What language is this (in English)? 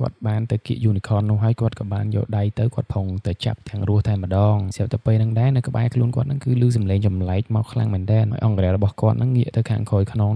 Khmer